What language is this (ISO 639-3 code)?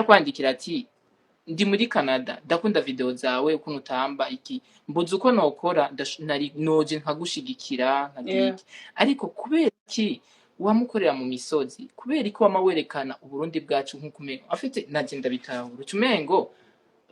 run